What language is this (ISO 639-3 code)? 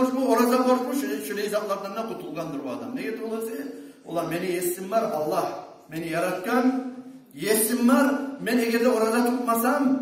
kum